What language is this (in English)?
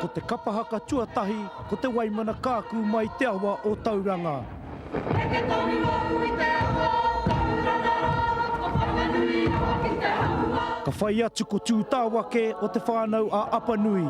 Māori